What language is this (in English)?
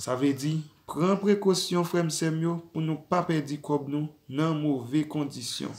Haitian Creole